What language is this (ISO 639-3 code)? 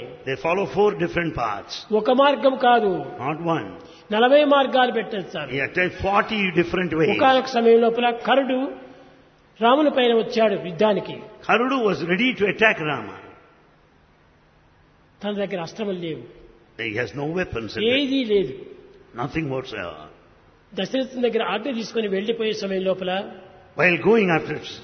tel